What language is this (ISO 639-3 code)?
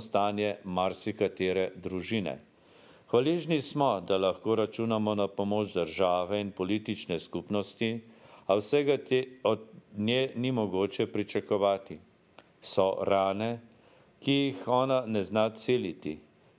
slv